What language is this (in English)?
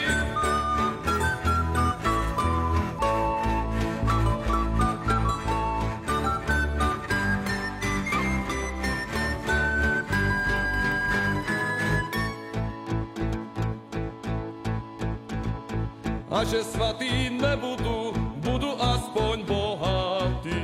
Czech